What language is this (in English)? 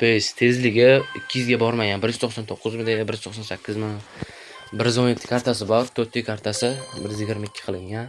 Uzbek